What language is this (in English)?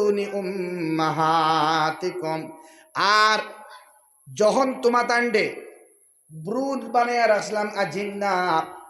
Sylheti